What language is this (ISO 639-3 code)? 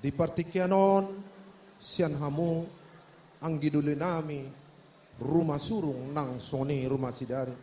bbc